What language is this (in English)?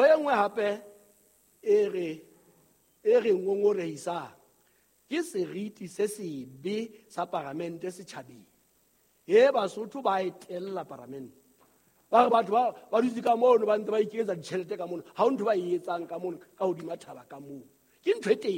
Southern Sotho